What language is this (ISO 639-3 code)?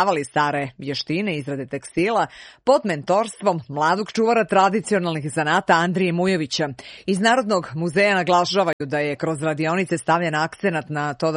srp